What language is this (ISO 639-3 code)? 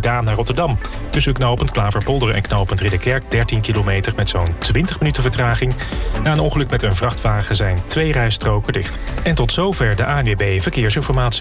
nld